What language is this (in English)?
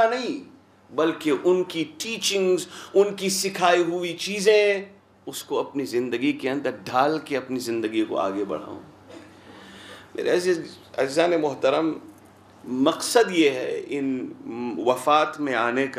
Urdu